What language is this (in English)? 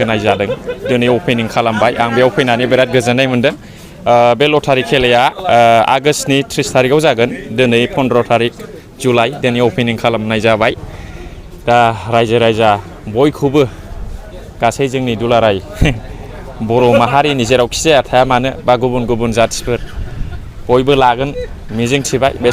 Bodo